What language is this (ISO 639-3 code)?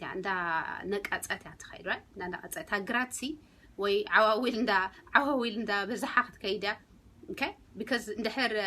tir